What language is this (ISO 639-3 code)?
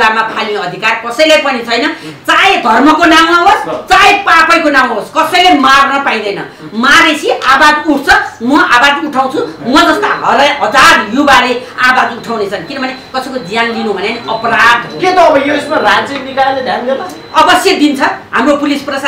nep